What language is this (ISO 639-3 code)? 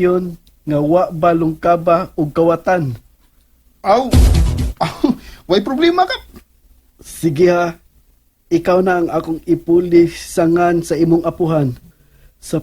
ceb